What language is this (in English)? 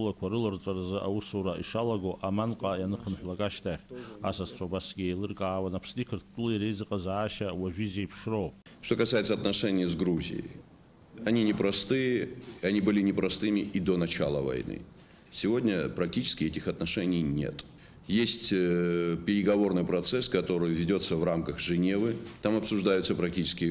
Abkhazian